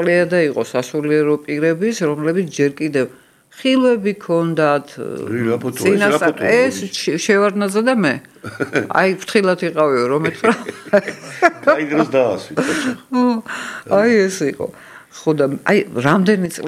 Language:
Georgian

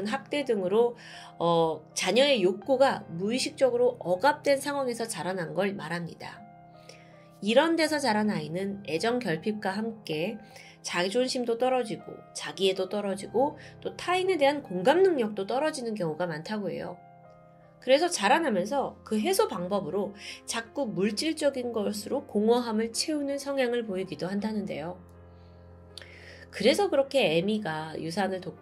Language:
Korean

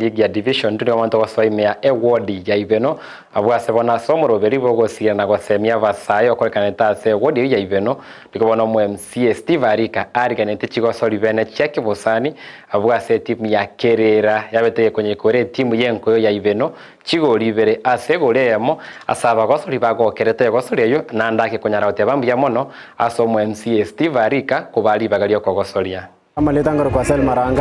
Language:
Gusii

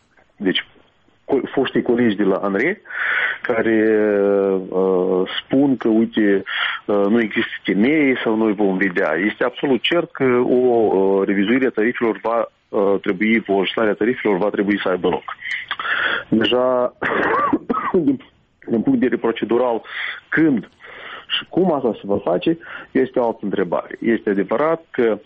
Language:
Romanian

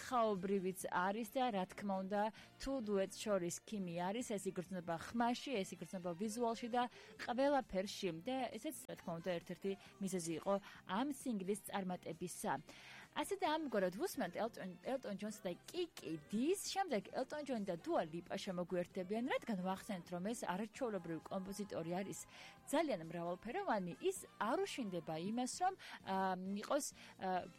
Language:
Georgian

